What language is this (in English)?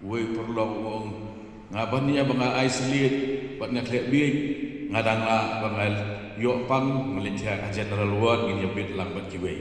Khasi